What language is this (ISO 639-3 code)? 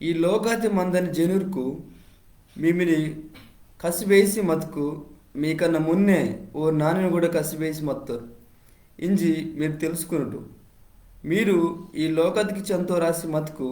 kff